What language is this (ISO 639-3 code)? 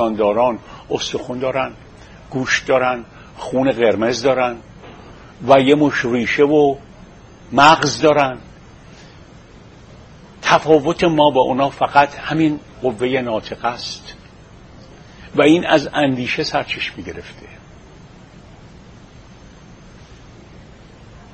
fas